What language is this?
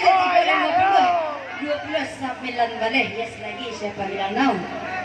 Minangkabau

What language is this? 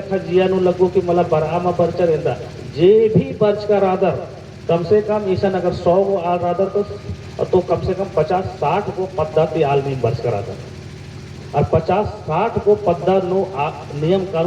Kurukh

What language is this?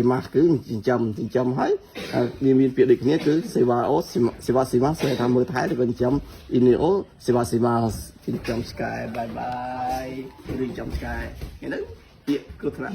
Khmer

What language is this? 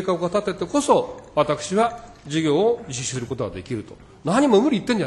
Japanese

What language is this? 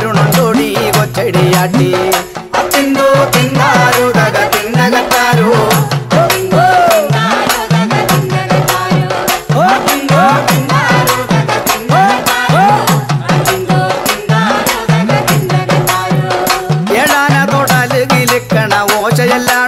Malayalam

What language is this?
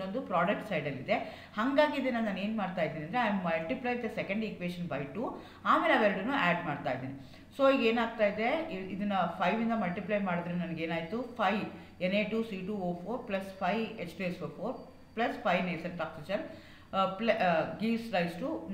Kannada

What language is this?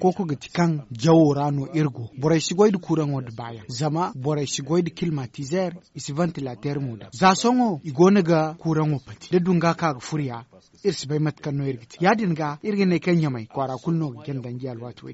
Zarma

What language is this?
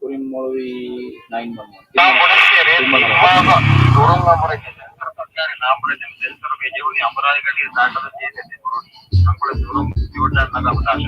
Divehi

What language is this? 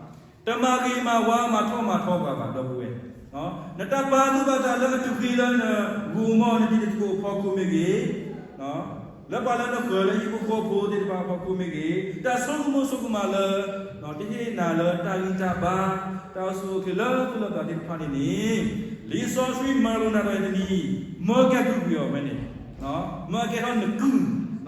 S'gaw Karen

